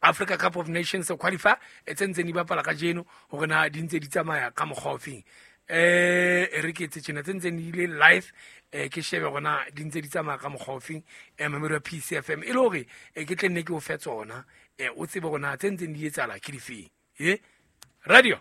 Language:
Southern Sotho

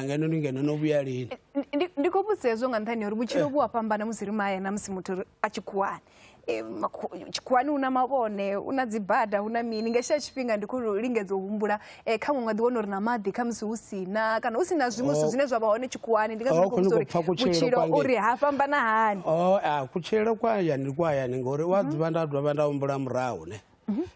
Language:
Venda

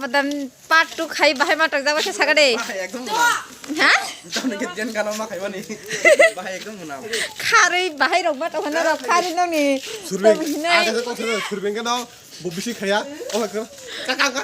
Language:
Kok Borok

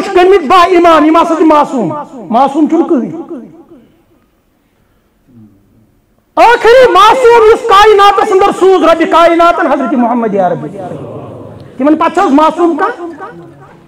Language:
Kashmiri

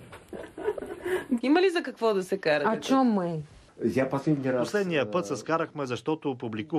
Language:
Bulgarian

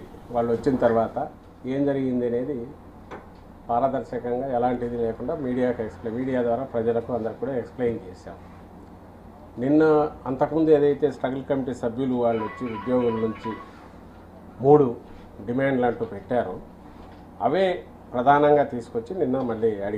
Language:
Telugu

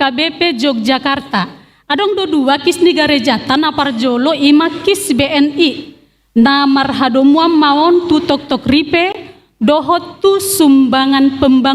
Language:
Batak Toba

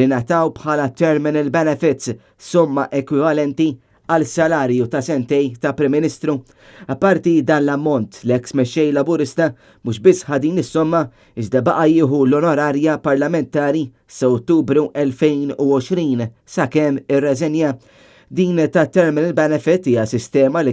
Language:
Maltese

